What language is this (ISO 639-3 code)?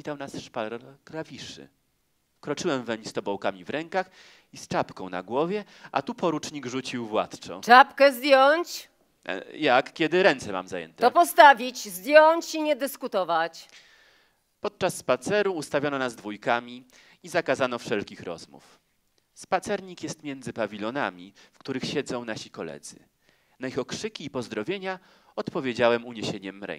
pol